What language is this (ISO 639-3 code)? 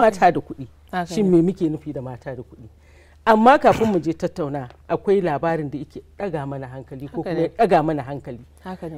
hau